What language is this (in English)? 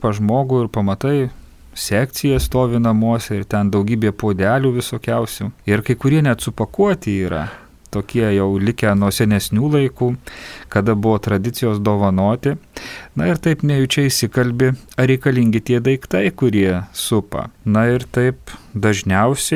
Lithuanian